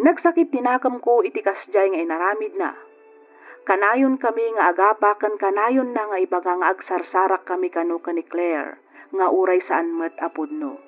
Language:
Iloko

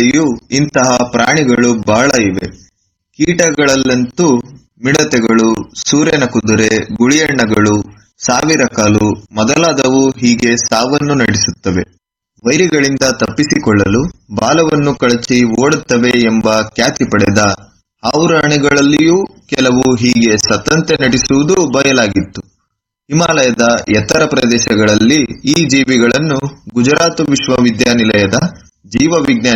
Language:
Kannada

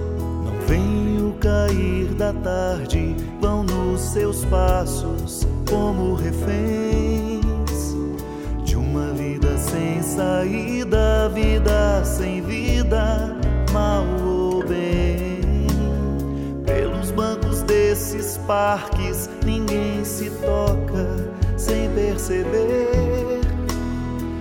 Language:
Portuguese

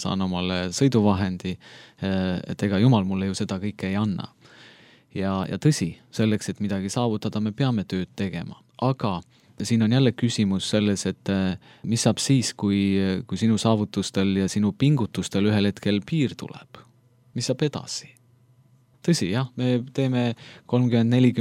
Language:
Estonian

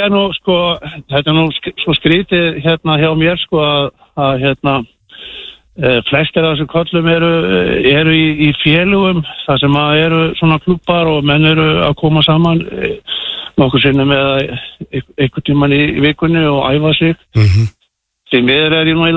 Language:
Icelandic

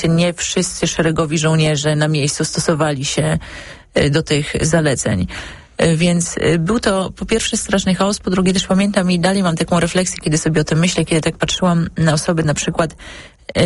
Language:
Polish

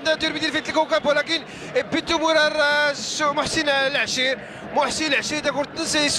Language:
Moroccan Arabic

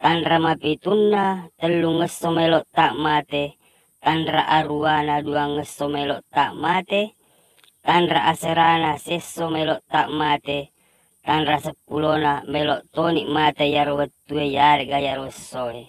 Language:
Buginese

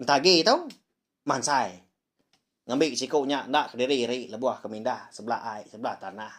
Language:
Iban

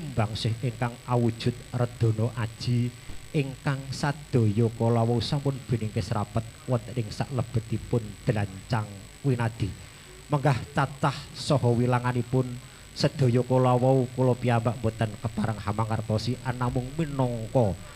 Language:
Javanese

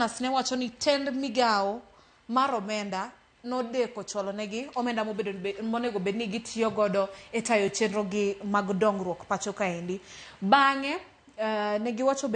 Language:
Luo (Kenya and Tanzania)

